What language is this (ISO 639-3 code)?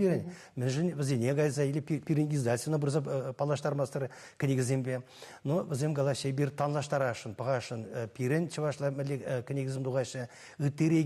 chv